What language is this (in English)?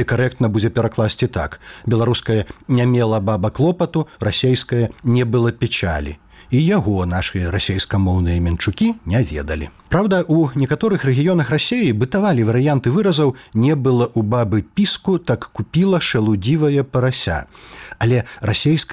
Belarusian